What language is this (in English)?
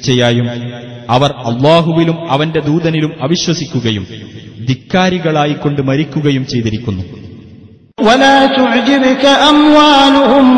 Malayalam